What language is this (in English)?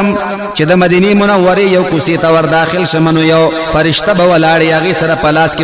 Pashto